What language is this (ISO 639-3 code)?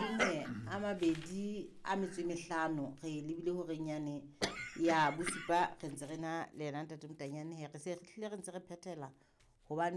sot